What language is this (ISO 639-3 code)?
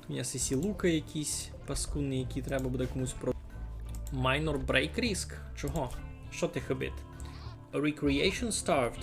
rue